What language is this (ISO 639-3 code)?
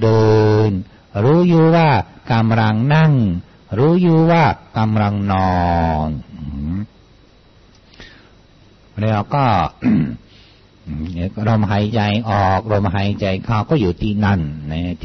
tha